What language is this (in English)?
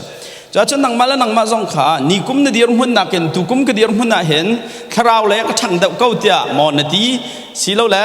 Hakha Chin